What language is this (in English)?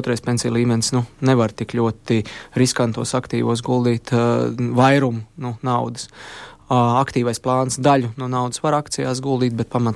Latvian